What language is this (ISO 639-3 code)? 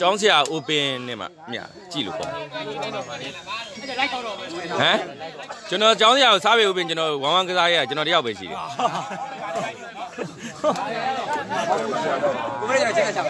mya